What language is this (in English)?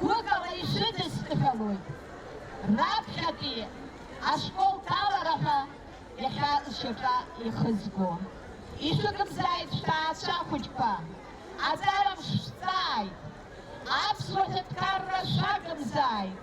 Abkhazian